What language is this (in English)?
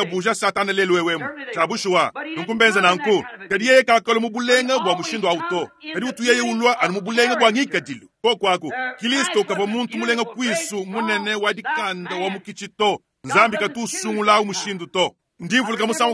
Luba-Lulua